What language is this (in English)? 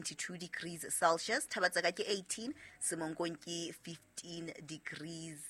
Southern Sotho